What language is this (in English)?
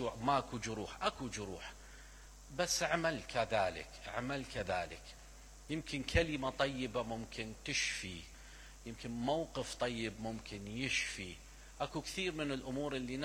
Mesopotamian Arabic